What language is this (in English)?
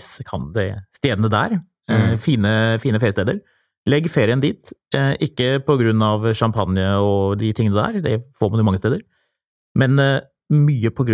Norwegian